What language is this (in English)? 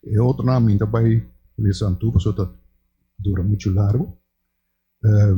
Papiamento